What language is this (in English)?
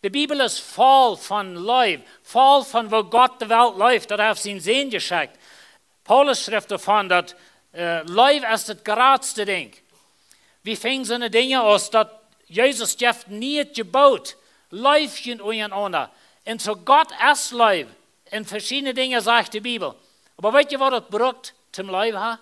Plautdietsch